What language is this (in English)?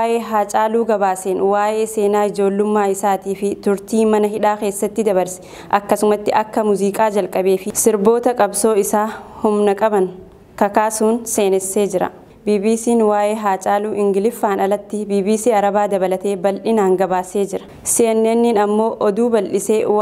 Oromo